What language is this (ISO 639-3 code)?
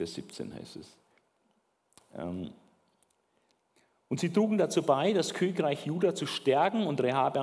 deu